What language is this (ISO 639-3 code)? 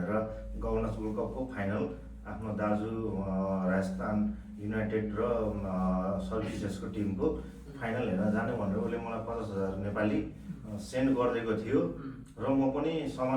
nep